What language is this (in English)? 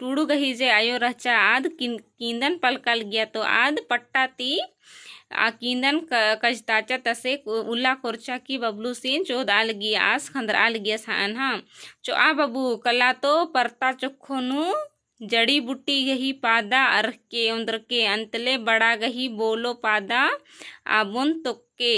Kurukh